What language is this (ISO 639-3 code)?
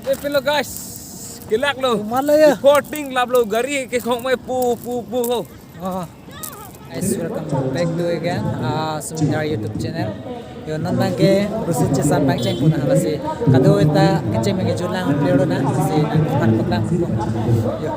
mjw